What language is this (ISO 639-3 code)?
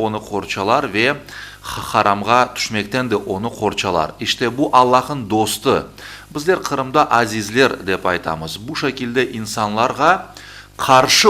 crh